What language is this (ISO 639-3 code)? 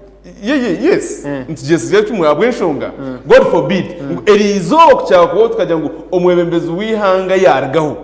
nyn